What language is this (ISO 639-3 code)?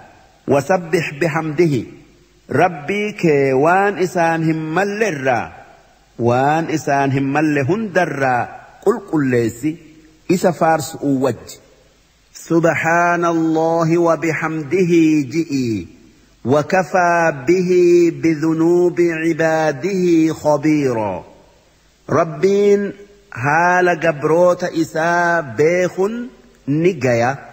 orm